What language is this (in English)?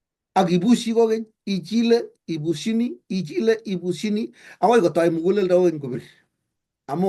Kalenjin